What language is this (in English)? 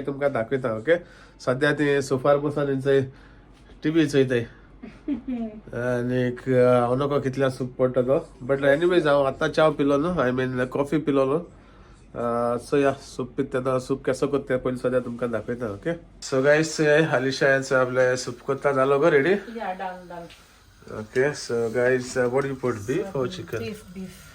Konkani